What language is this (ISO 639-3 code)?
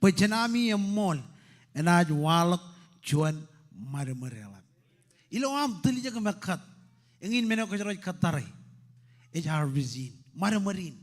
mah